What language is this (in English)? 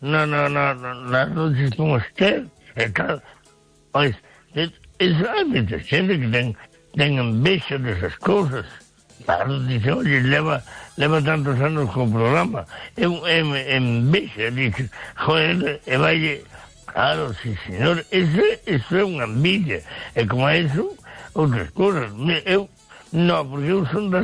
Galician